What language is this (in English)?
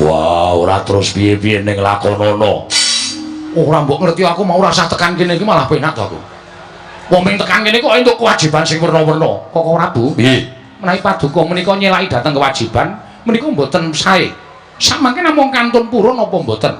Javanese